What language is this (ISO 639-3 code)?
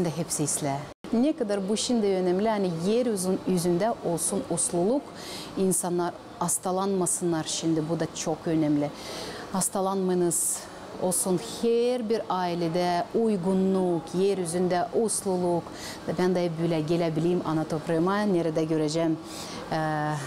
gag